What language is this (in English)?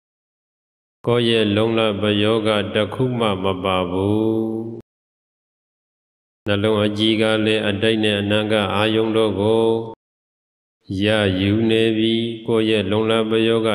Burmese